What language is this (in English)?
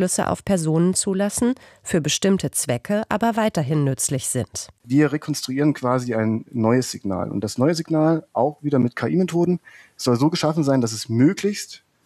German